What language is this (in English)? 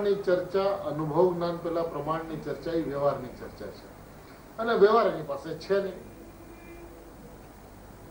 Gujarati